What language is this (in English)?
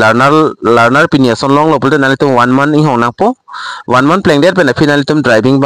Karbi